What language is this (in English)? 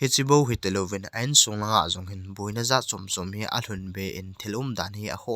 Thado Chin